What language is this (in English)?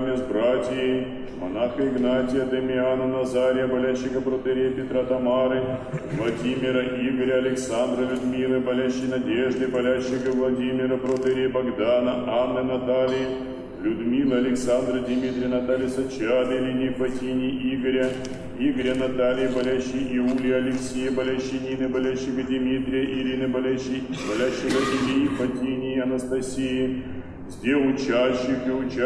Russian